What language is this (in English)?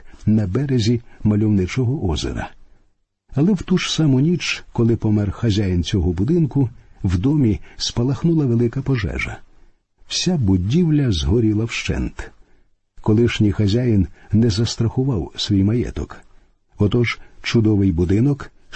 Ukrainian